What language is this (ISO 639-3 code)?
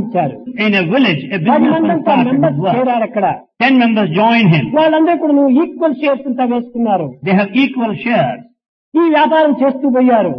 tel